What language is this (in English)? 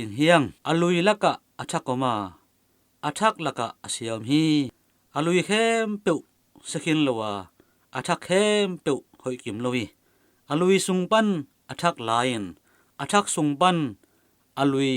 Tedim Chin